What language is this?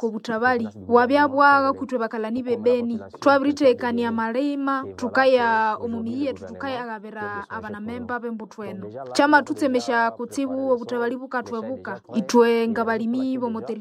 Nande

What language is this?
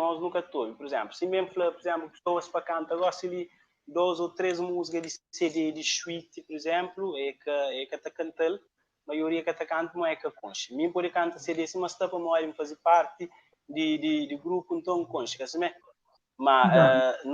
Kabuverdianu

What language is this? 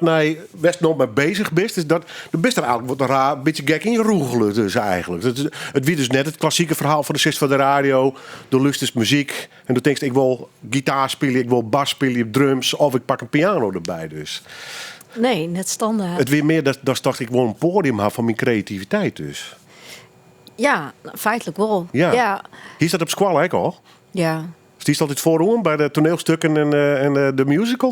Western Frisian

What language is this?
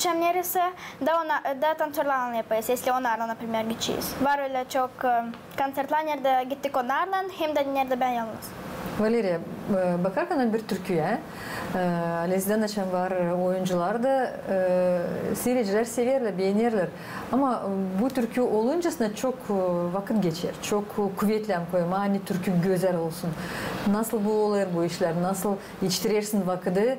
Gagauz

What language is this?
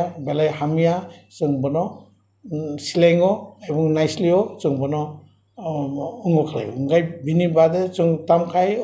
Kok Borok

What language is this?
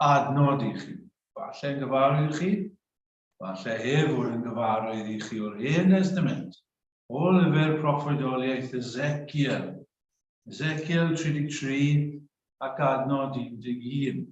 Welsh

